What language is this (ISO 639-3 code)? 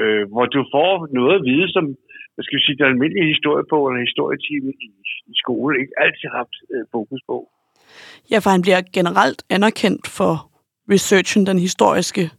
dan